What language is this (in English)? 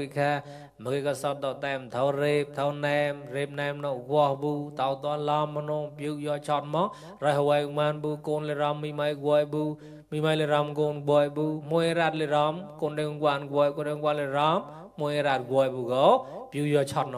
Mon